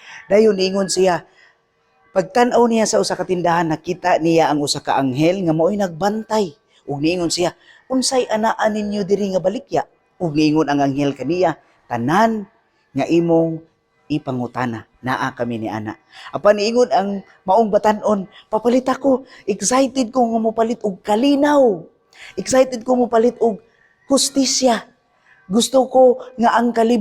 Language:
Cebuano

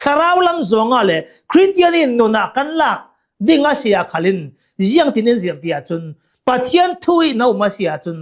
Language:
Hakha Chin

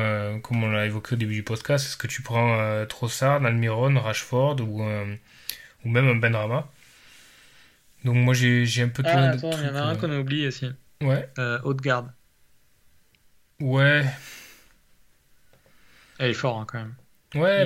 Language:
French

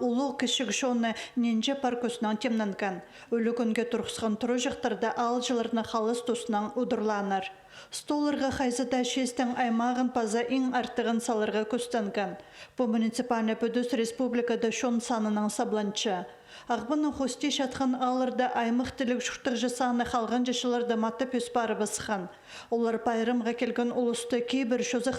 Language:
Khakas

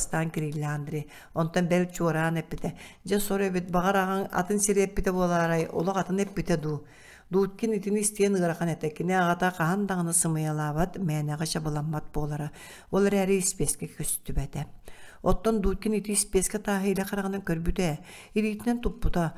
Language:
Yakut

